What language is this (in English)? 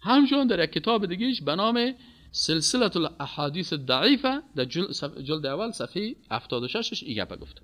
Persian